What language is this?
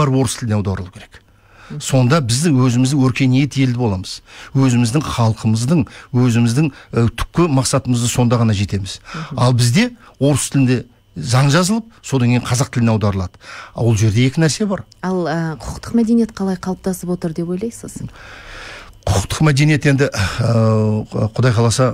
Kazakh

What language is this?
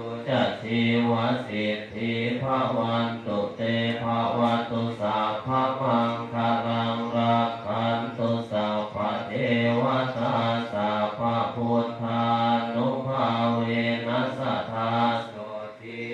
Pali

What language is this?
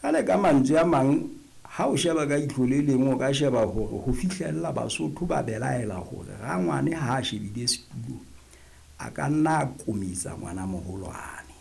Southern Sotho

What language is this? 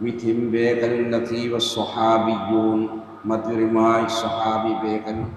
Divehi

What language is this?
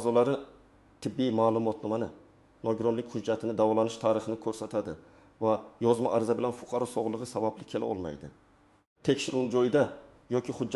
Uzbek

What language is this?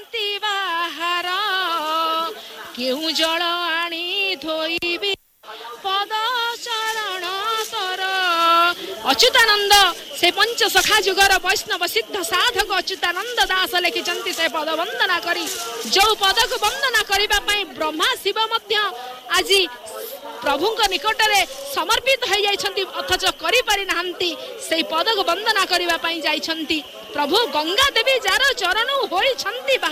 Odia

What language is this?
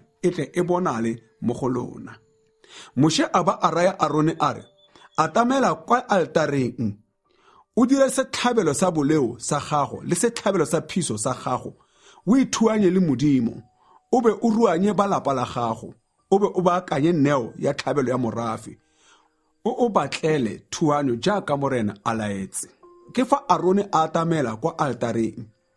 Tswana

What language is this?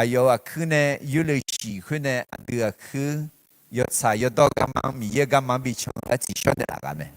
Akha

